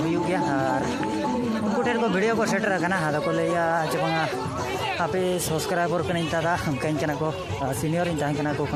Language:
Santali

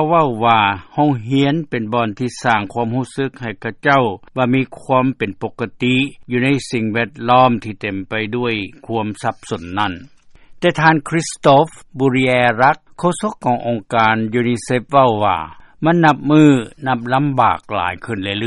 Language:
Lao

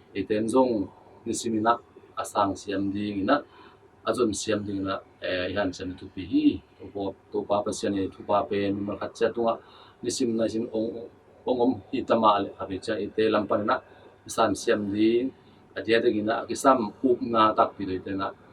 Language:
Tedim Chin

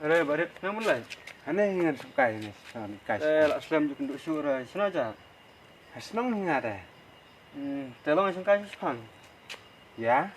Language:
Khasi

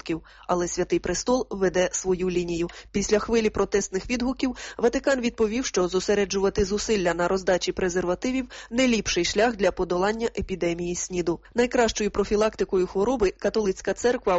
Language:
Ukrainian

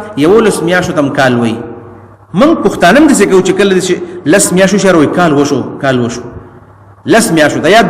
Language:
Pashto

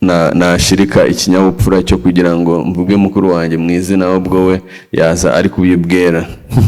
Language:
Kinyarwanda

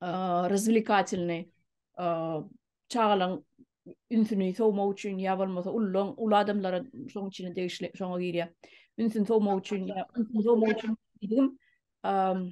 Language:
Turkmen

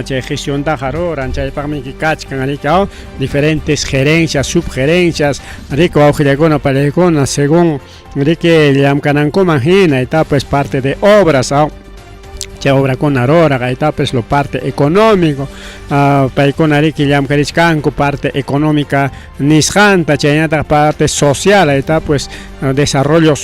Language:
Ayacucho Quechua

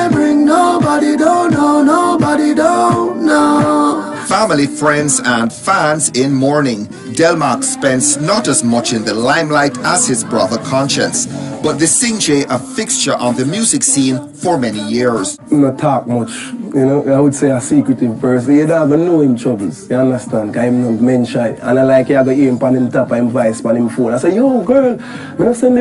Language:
Jamaican Creole English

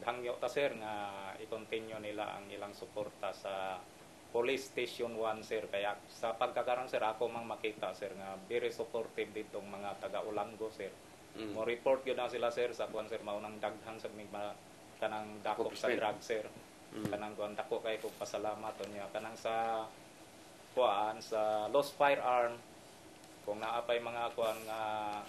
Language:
Cebuano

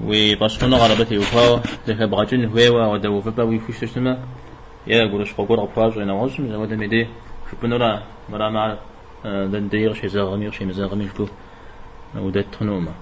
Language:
Kabardian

